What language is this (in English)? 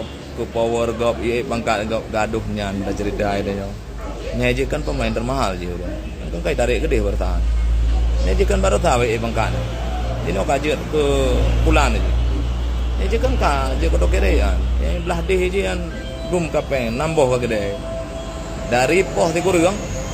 Achinese